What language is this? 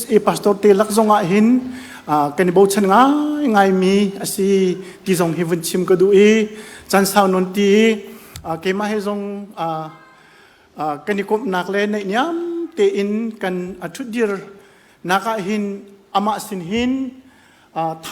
Hakha Chin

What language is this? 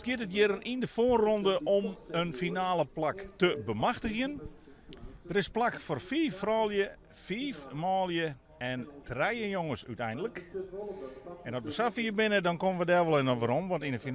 Western Frisian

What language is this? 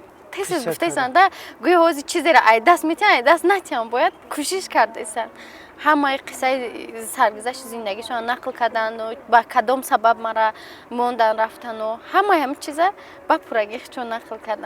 Tajik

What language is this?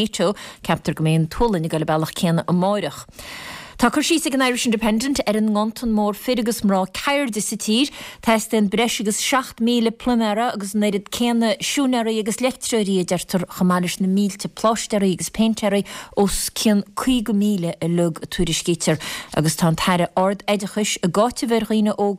Irish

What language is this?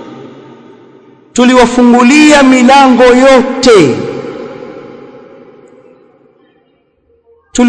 Swahili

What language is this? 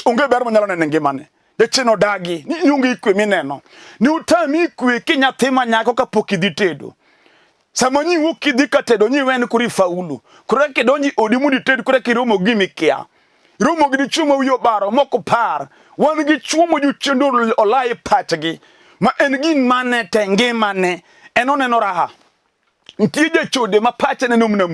Luo (Kenya and Tanzania)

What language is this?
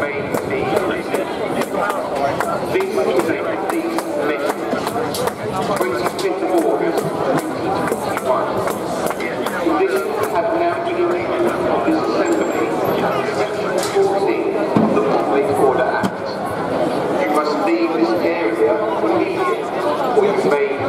English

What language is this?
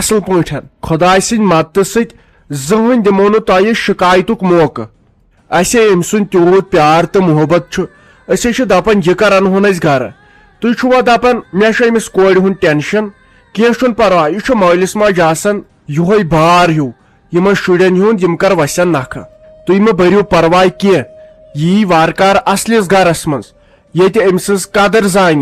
Kashmiri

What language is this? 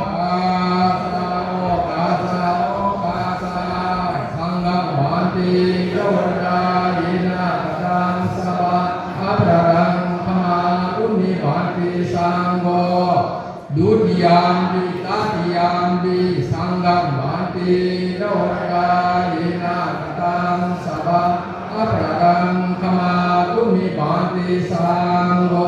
Pali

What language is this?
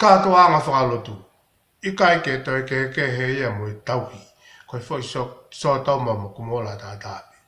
Tongan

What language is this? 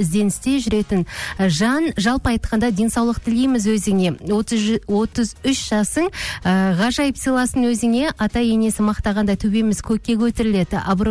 Kazakh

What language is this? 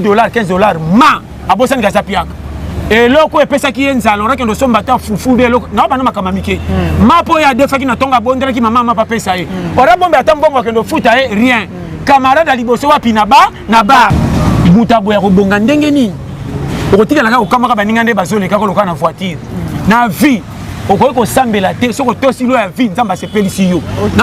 Lingala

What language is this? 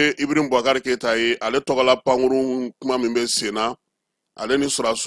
Bambara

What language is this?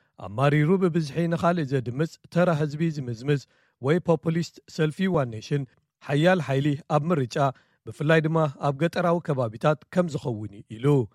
Tigrinya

